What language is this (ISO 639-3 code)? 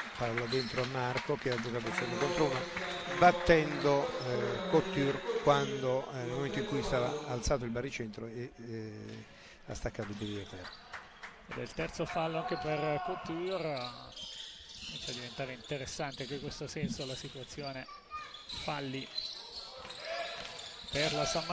ita